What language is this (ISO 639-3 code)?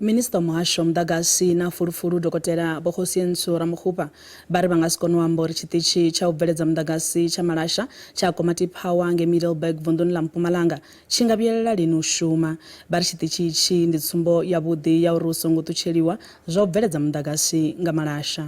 ven